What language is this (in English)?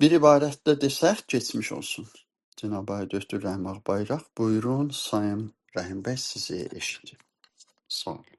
South Azerbaijani